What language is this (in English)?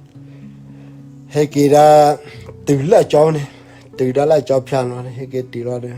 S'gaw Karen